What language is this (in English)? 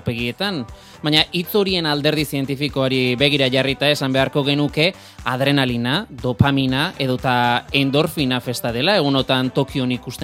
Basque